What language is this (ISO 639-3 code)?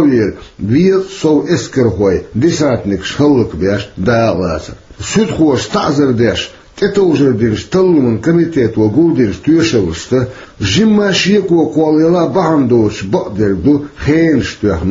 che